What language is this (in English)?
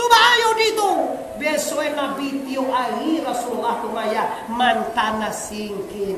Minangkabau